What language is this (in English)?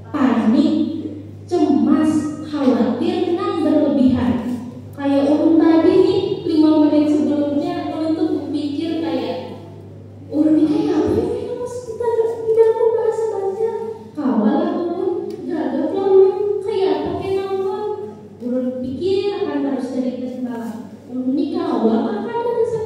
Banjar